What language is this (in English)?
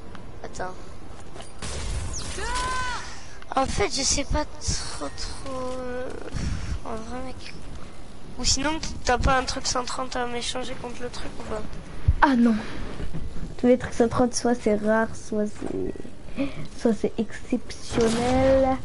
French